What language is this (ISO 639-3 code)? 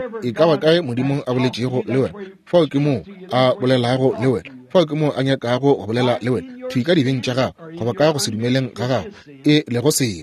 nso